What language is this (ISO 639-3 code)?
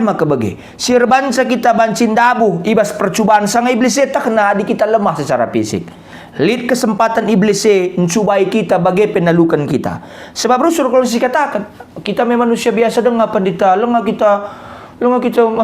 btx